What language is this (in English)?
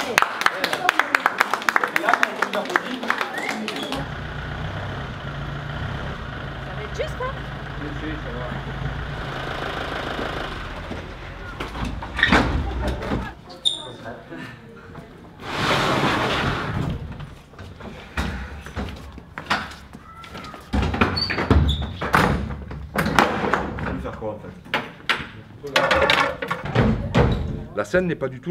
French